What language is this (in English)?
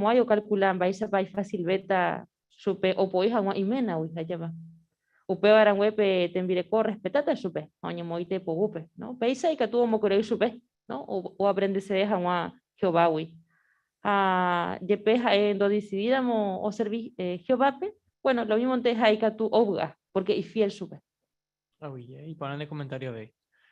Guarani